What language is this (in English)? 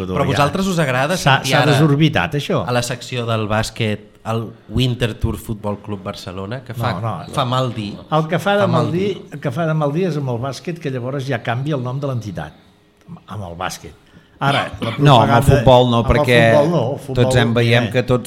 Catalan